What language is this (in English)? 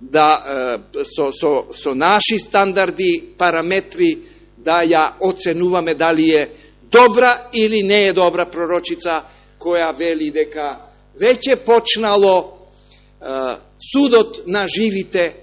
Macedonian